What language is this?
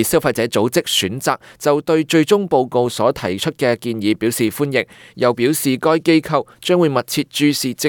Cantonese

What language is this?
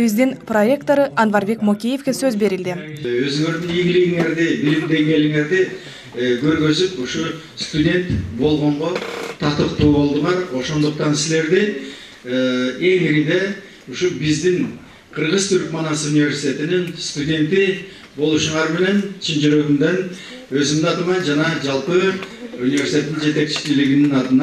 Kyrgyz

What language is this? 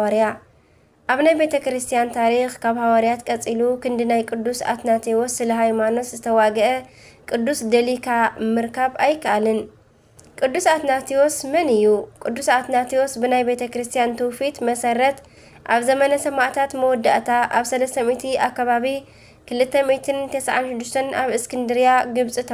Tigrinya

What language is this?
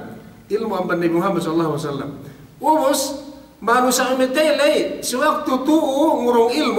Yakan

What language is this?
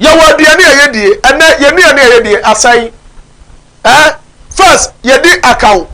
Akan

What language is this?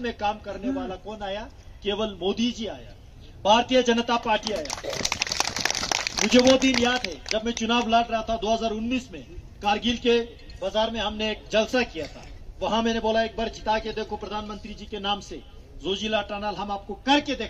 Hindi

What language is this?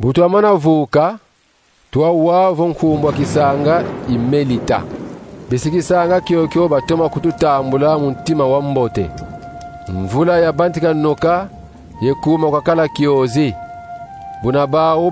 Kongo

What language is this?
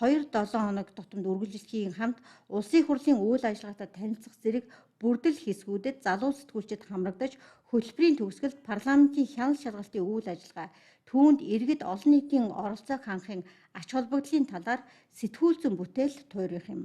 Mongolian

